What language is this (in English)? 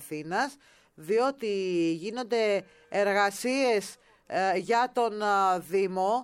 Greek